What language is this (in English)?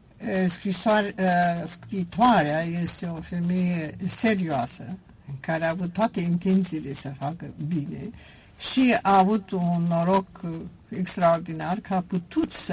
Romanian